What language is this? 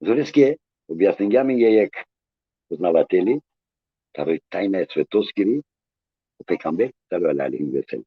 Balkan Romani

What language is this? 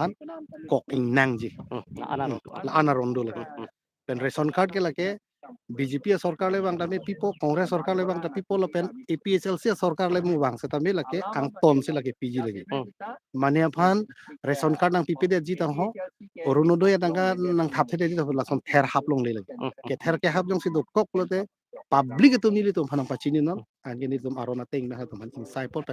Karbi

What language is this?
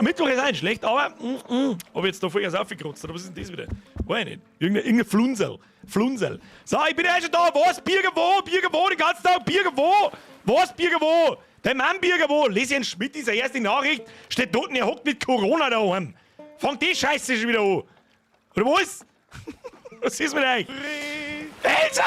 Bavarian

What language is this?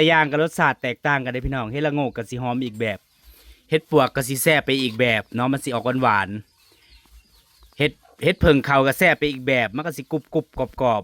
Northeastern Thai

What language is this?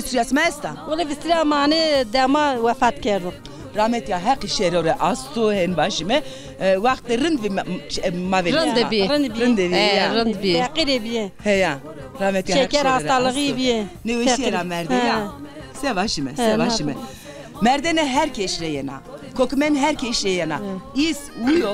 Zaza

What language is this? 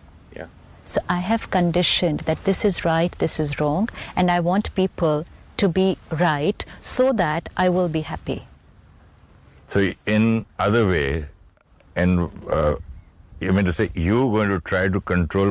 English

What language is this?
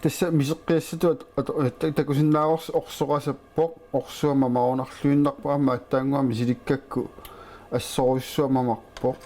Kalaallisut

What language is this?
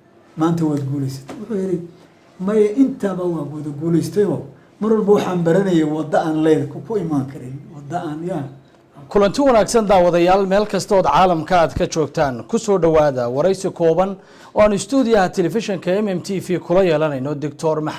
Somali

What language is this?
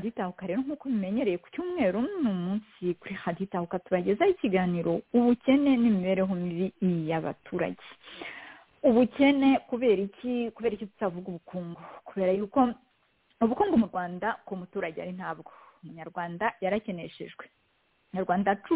Kinyarwanda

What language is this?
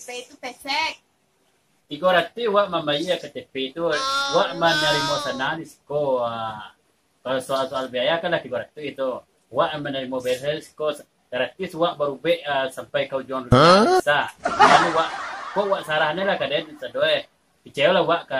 Minangkabau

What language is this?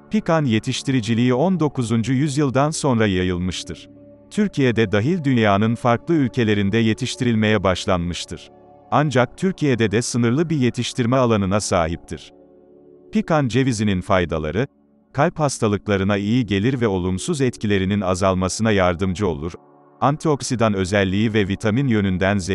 Turkish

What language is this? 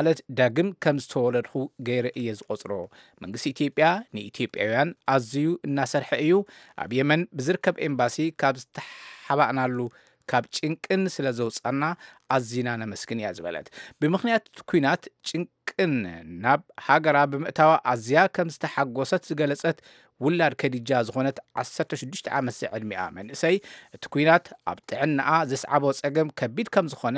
Tigrinya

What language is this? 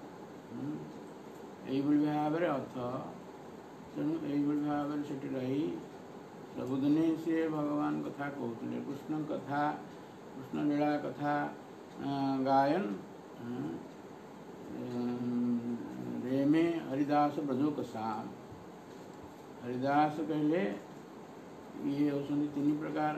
Odia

